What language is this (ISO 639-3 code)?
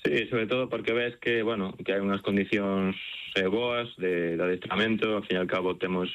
glg